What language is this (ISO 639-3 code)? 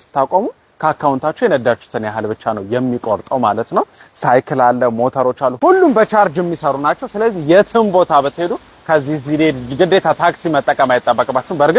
amh